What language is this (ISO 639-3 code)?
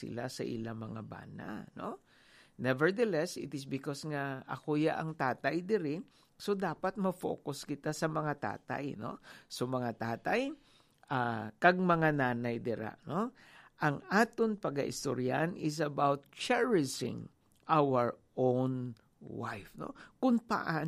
hil